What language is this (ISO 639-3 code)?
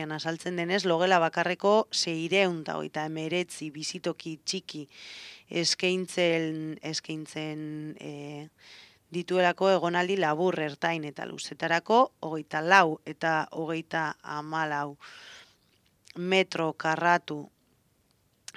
eus